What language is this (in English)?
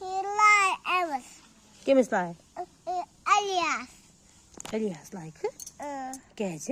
Kashmiri